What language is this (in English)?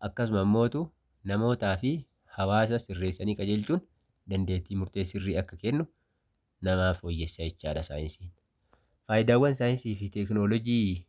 Oromo